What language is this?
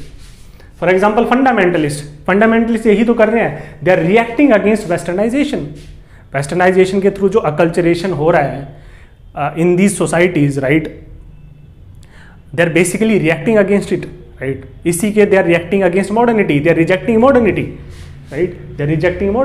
Hindi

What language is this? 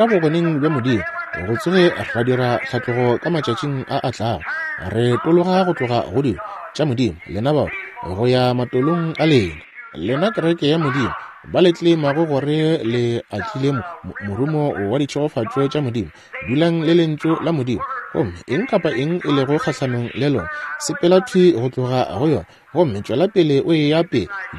Northern Sotho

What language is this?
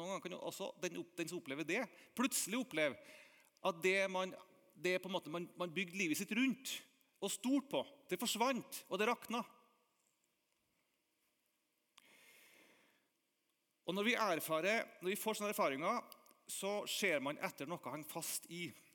Norwegian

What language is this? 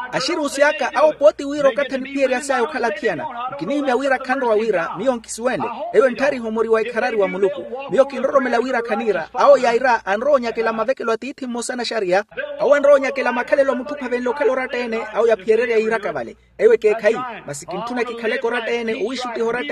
Makhuwa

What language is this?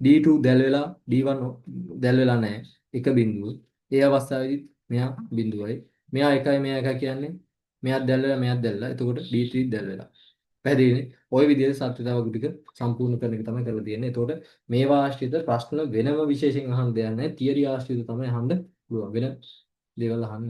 Sinhala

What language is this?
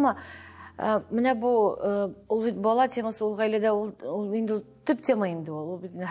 Tatar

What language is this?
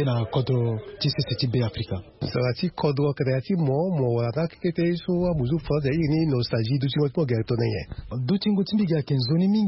Sango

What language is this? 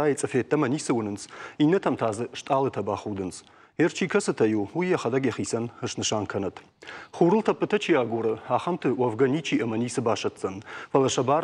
Ossetic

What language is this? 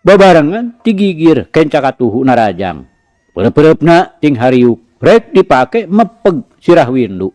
Sundanese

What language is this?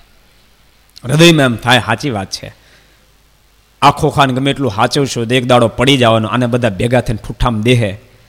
Gujarati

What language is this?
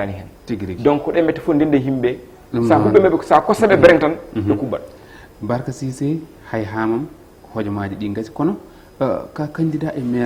Fula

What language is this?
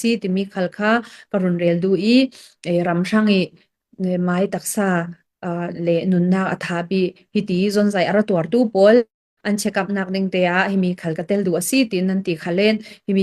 Falam Chin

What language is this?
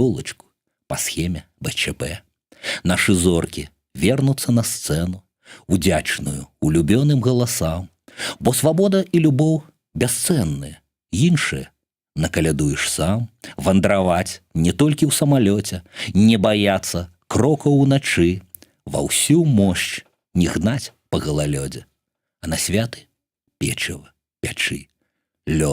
Belarusian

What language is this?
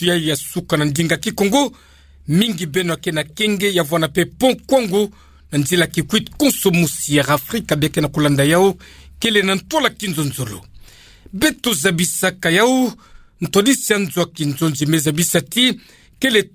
Kituba (Democratic Republic of Congo)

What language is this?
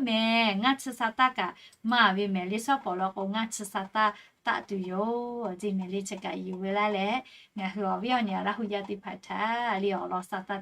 Lahu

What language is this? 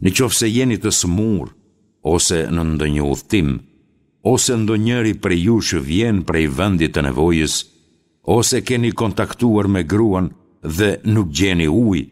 Albanian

